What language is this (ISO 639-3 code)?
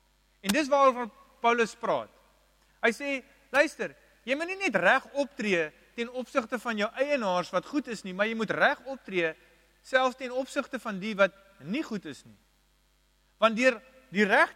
afr